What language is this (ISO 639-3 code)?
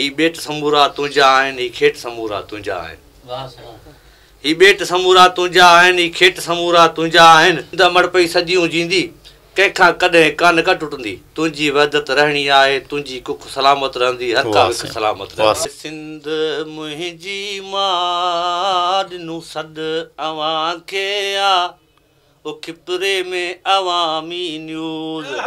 snd